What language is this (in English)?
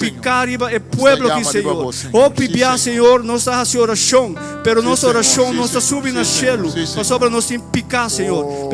Papiamento